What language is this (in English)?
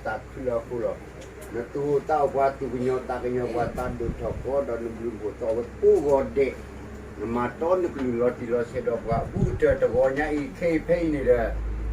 S'gaw Karen